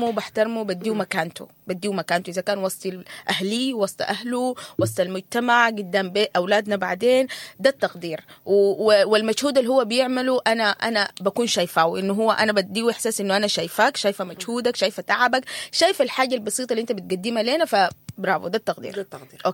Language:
Sudanese Arabic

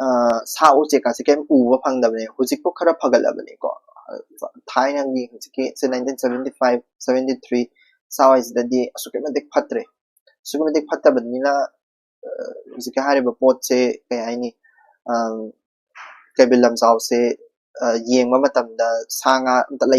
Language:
Manipuri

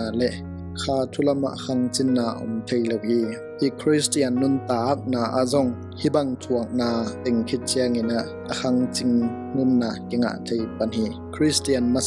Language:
Tedim Chin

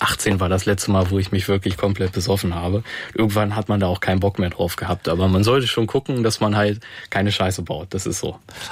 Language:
German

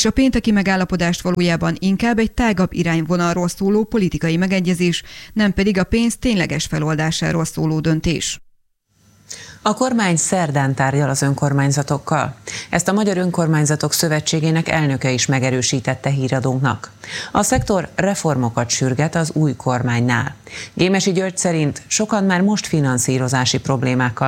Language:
Hungarian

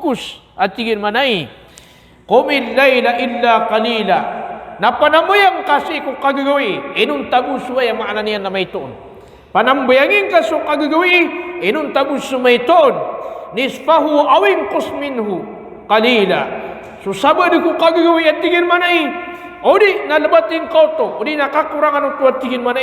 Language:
Maranao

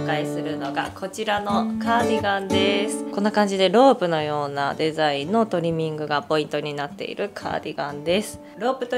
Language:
Japanese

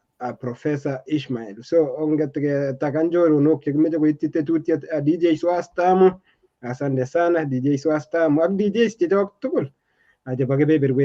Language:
Kalenjin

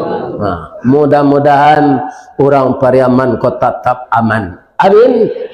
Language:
Minangkabau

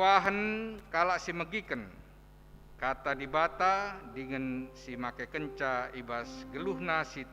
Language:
Batak Karo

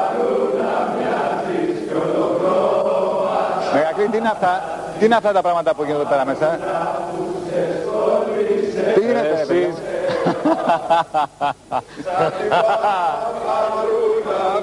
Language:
Greek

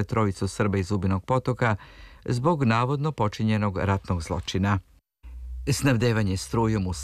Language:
Serbian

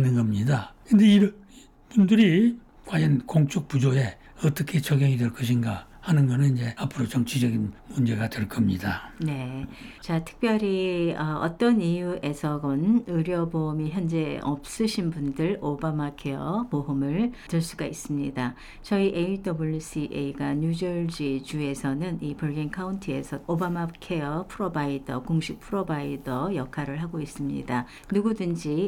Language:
Korean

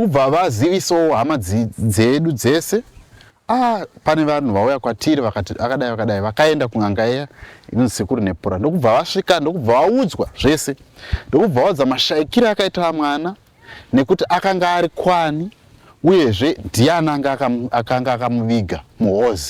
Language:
Shona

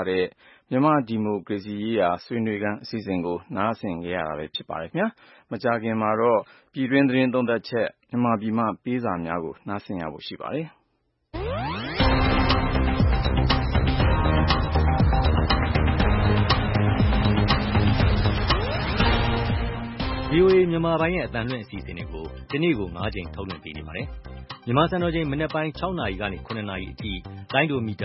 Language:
Burmese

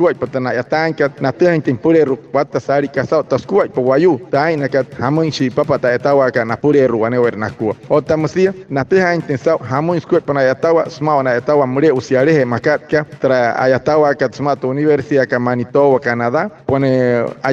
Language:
Wayuu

